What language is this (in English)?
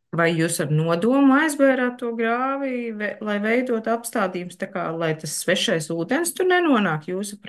Latvian